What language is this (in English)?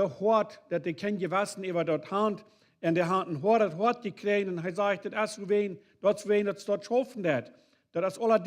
Plautdietsch